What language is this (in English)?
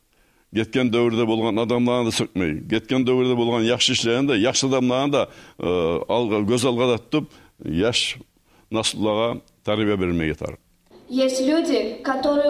Kumyk